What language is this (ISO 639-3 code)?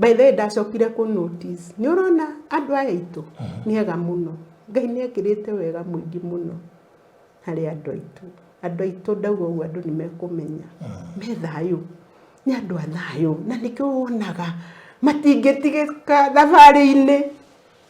kik